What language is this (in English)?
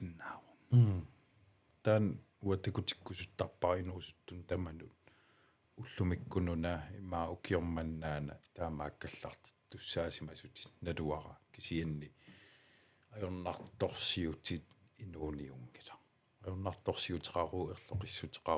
Kalaallisut